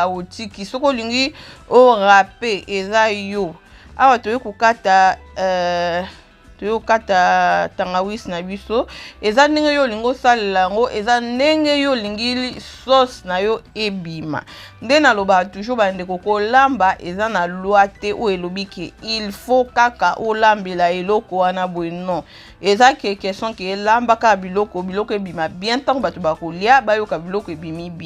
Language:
Lingala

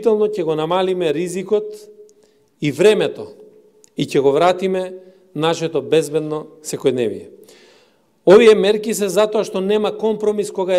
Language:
Macedonian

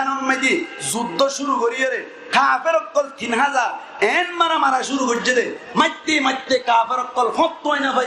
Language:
Rohingya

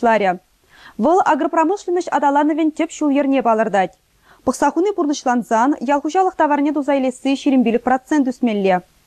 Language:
Chuvash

